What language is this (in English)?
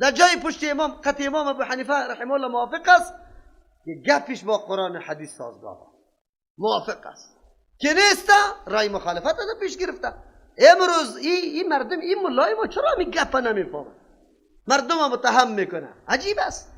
Persian